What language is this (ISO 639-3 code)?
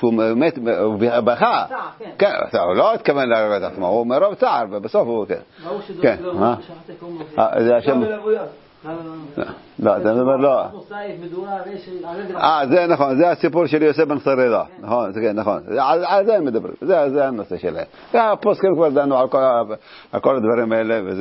heb